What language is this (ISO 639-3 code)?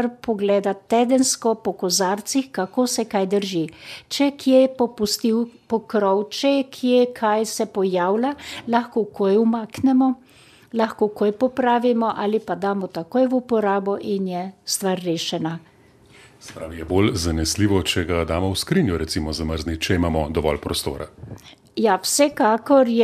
slv